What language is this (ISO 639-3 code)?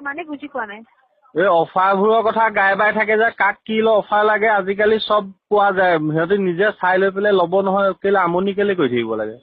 asm